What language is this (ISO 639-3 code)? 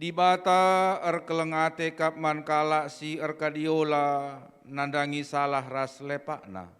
btx